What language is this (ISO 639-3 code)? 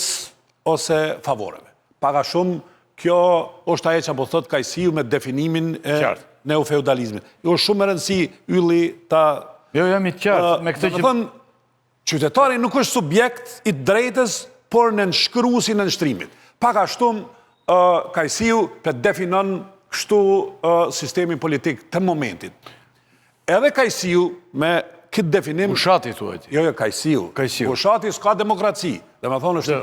sqi